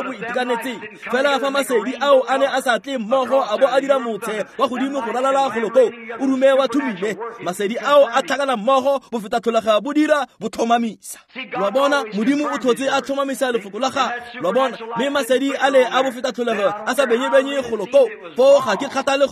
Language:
Tswana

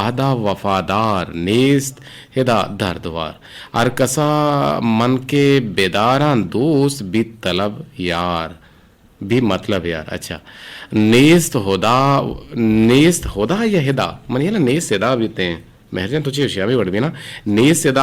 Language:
Eastern Balochi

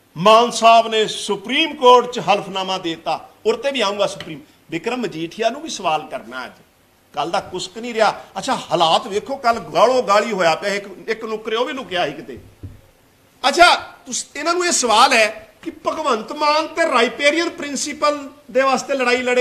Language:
Punjabi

